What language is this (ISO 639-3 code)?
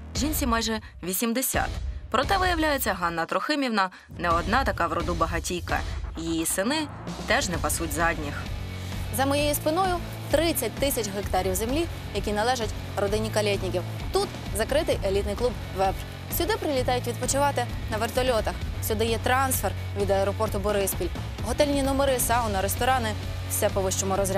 ukr